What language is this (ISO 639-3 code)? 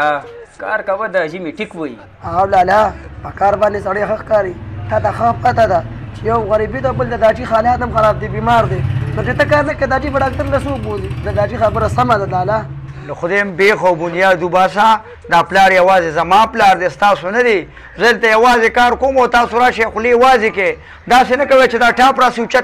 pus